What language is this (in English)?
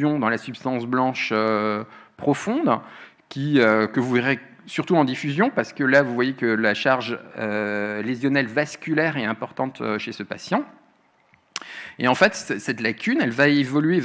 French